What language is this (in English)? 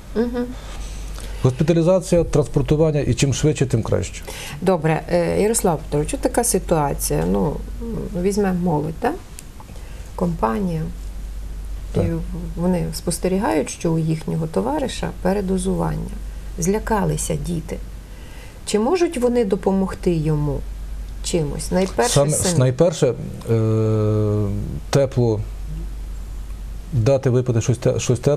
Ukrainian